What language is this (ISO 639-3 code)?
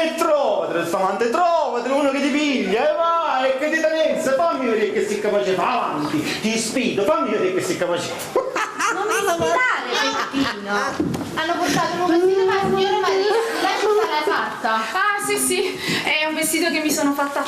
nap